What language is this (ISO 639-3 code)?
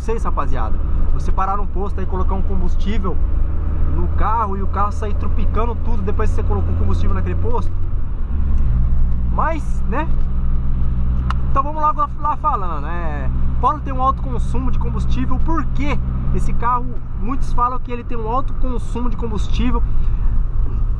por